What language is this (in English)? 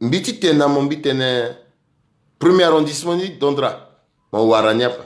Sango